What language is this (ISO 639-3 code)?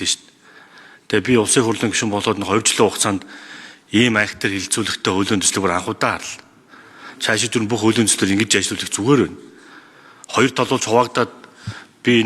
mon